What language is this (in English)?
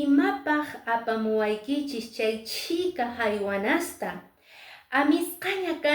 Quechua